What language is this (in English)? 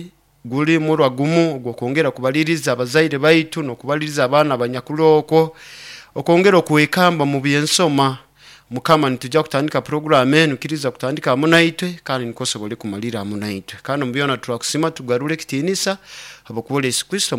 Nyoro